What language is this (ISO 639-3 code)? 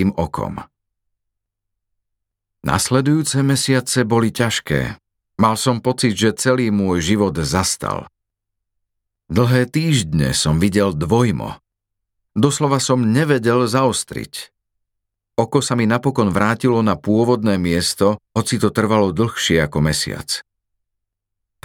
slk